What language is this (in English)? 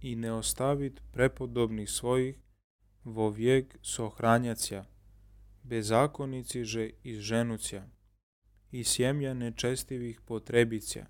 Serbian